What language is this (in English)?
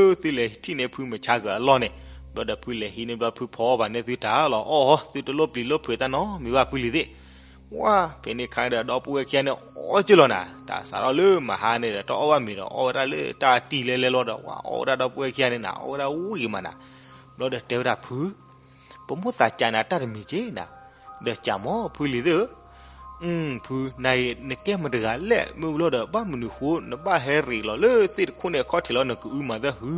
S'gaw Karen